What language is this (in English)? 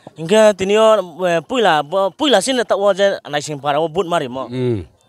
Riang (India)